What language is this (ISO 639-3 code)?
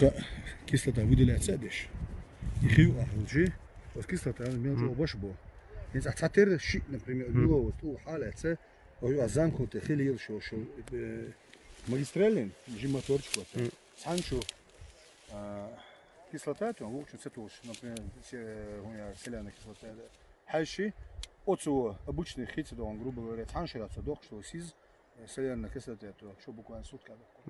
che